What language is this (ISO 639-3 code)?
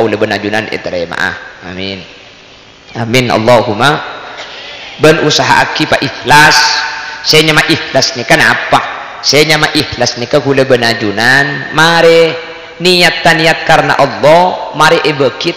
mad